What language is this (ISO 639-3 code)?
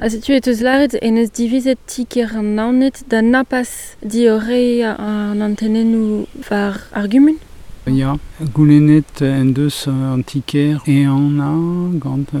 bre